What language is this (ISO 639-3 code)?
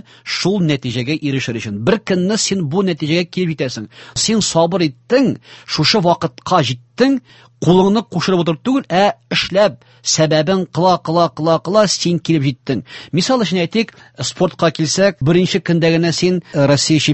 tat